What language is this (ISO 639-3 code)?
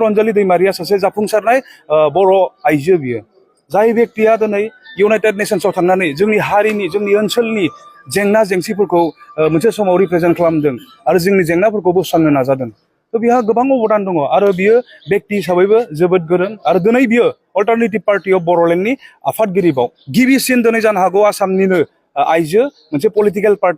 brx